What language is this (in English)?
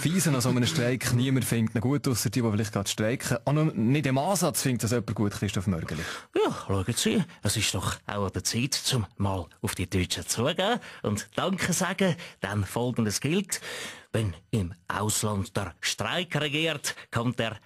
Swiss German